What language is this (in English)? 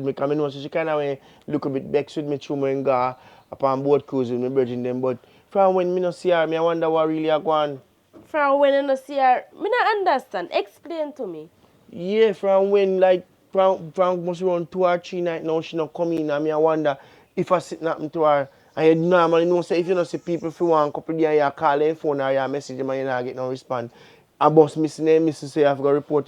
Jamaican Creole English